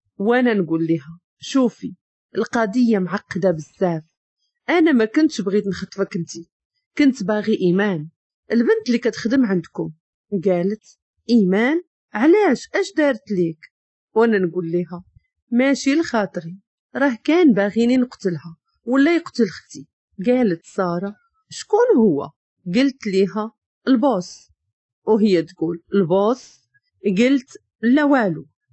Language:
Moroccan Arabic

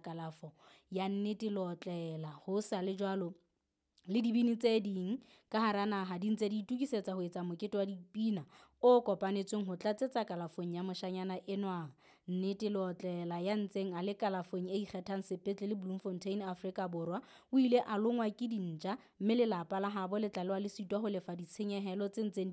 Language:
Southern Sotho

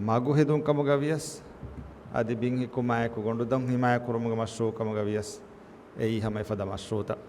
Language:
Divehi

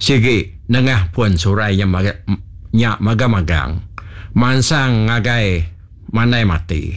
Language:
Iban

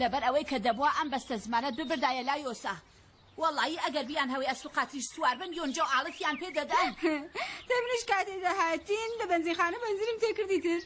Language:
Central Kurdish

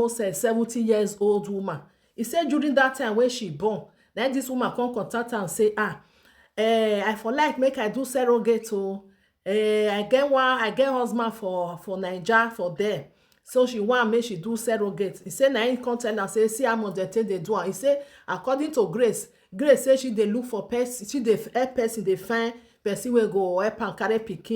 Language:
Nigerian Pidgin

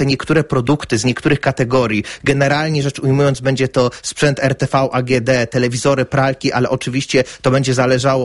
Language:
Polish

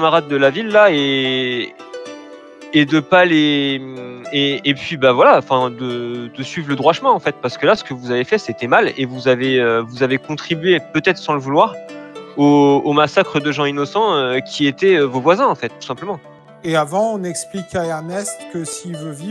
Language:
French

